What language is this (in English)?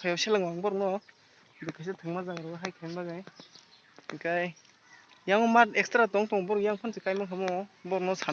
Kok Borok